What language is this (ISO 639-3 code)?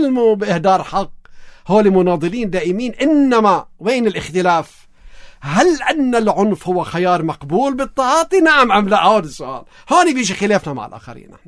apc